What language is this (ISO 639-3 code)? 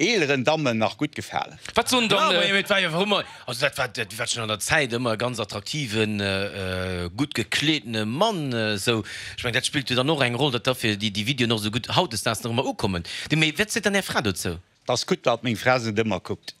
ltz